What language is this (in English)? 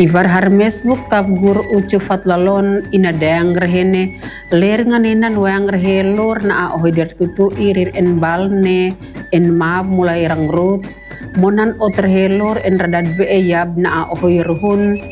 Indonesian